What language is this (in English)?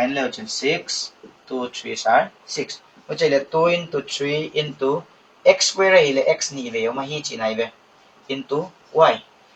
Paite Chin